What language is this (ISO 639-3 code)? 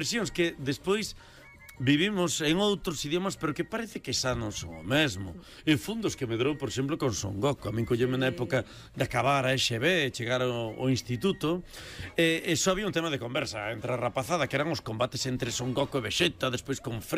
glg